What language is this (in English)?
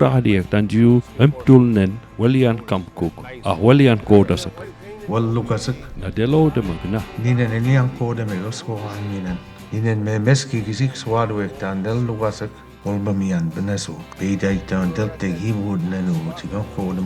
Mi'kmaw